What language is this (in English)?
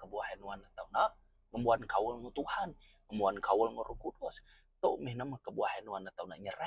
Iban